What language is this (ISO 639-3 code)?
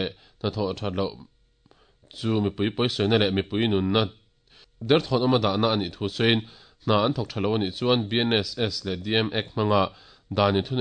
lus